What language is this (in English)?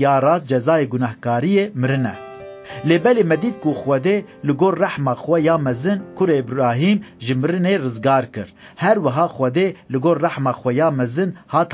Kurdish